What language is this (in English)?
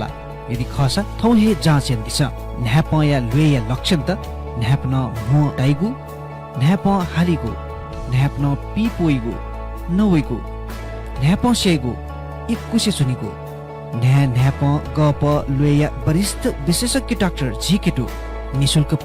Newari